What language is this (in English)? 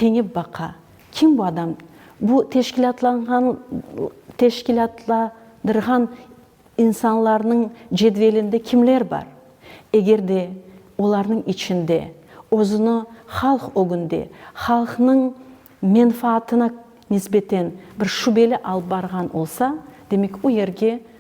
Crimean Tatar